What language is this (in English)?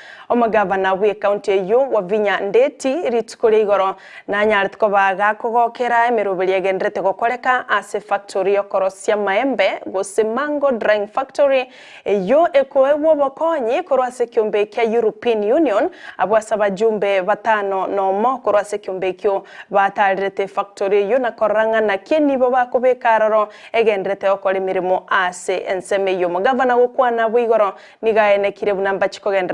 Gusii